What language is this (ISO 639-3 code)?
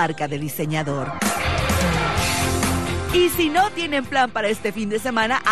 spa